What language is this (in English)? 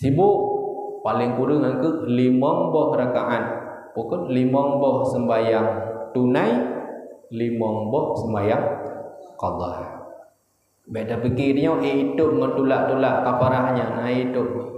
Achinese